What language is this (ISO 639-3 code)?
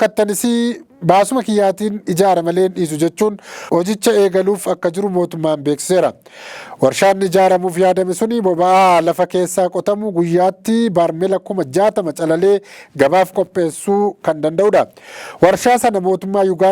orm